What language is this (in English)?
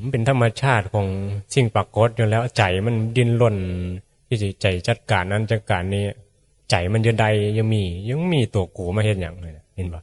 Northeastern Thai